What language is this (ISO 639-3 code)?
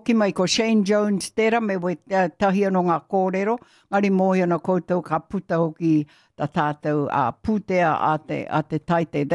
mri